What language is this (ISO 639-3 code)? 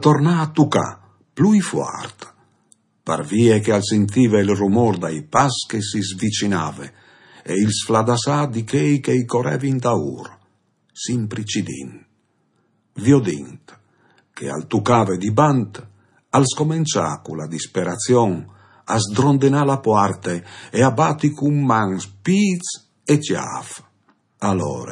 fur